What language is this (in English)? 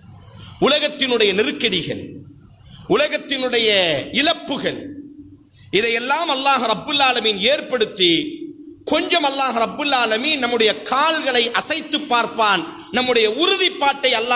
Tamil